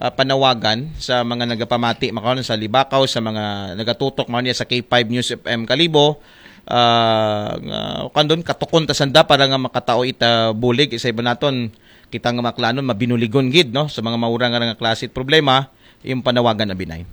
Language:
Aklanon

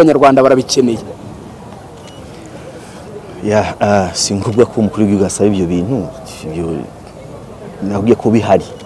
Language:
Kinyarwanda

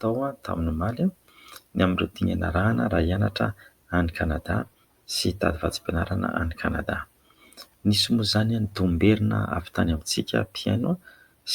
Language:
Malagasy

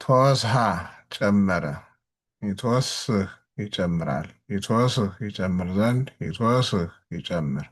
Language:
Amharic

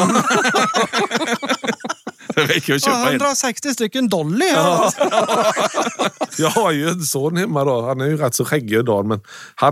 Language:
Swedish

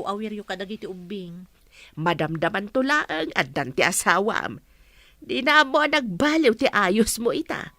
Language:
Iloko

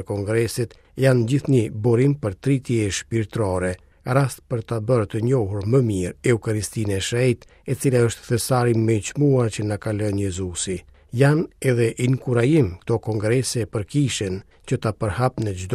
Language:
Albanian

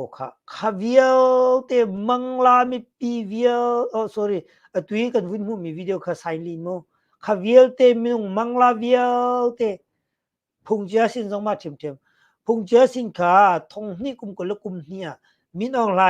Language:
Hakha Chin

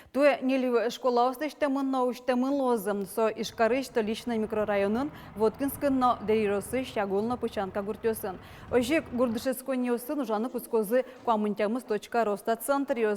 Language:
Udmurt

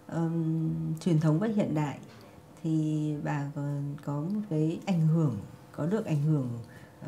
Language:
Vietnamese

